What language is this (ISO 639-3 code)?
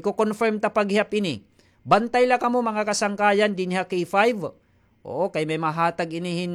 war